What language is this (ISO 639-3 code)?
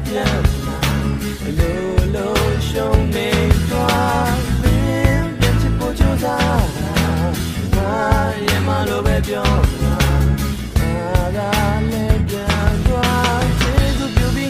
mya